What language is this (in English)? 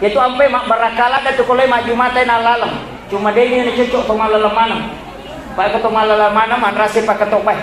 Buginese